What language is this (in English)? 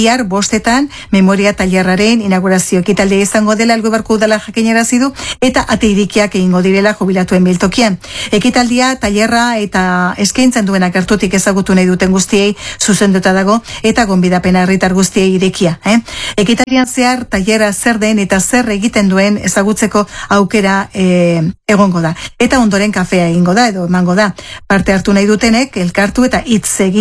Basque